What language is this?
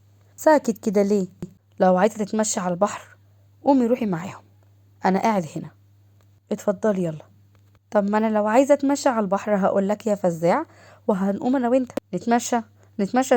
Egyptian Arabic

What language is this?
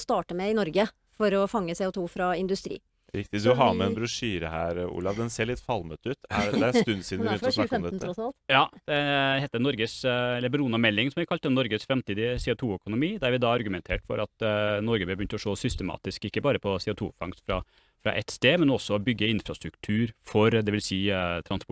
Norwegian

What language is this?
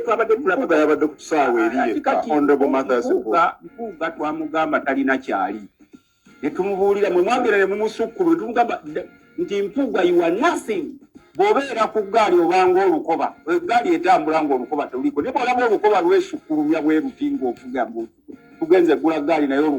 Ganda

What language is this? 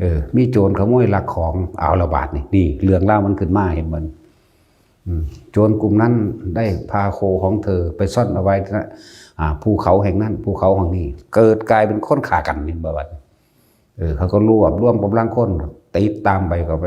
Northeastern Thai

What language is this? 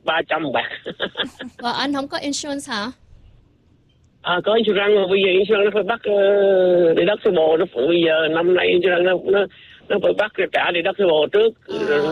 Vietnamese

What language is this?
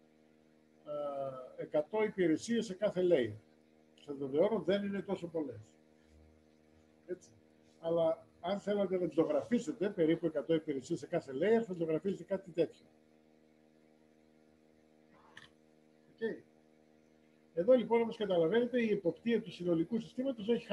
Greek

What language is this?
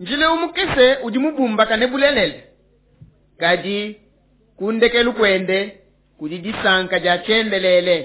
Luba-Lulua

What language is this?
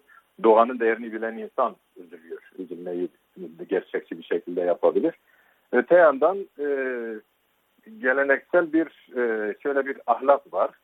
Turkish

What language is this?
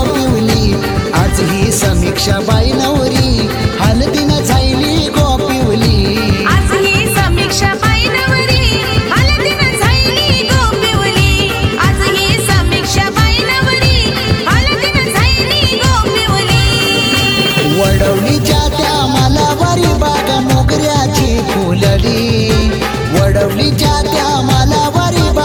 Marathi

